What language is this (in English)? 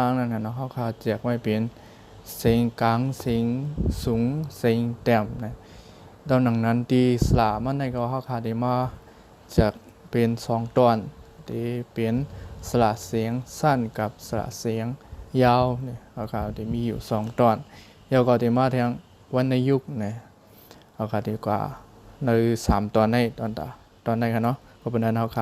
Shan